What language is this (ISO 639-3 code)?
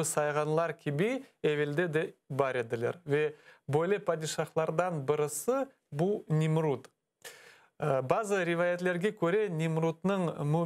crh